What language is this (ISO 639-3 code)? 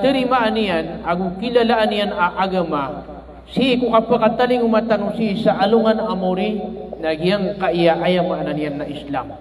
mrw